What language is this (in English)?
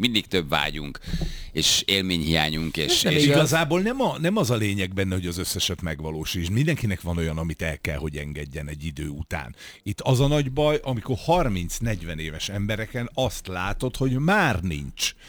Hungarian